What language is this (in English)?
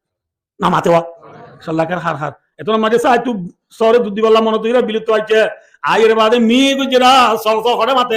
Rohingya